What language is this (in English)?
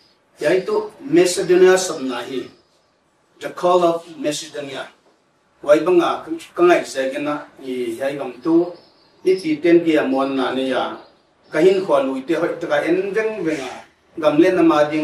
Paite Chin